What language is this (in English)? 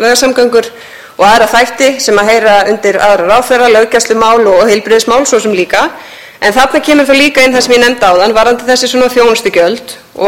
Icelandic